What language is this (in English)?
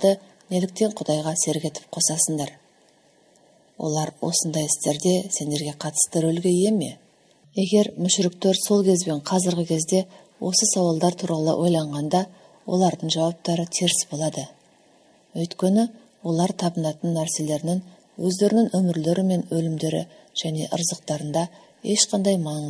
Kazakh